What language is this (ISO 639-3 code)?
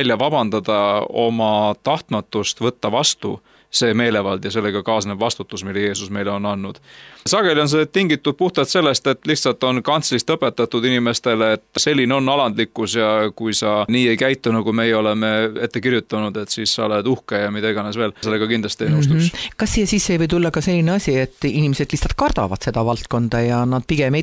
est